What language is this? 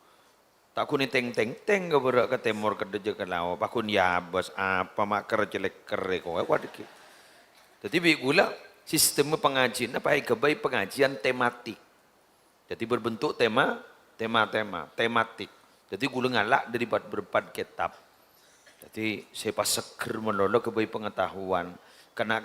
Madurese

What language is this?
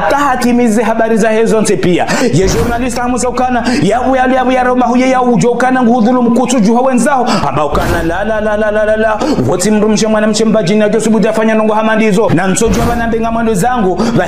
Ngazidja Comorian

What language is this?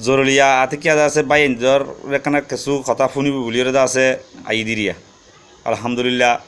Rohingya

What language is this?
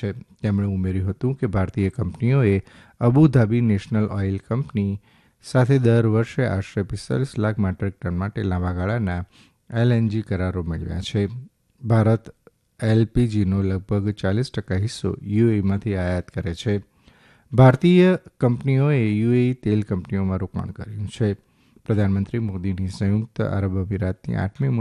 Gujarati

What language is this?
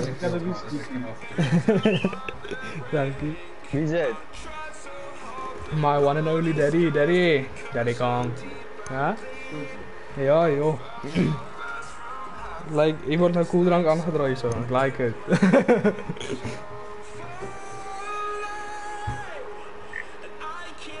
Afrikaans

